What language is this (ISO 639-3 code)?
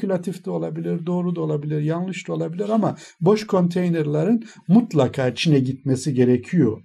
tur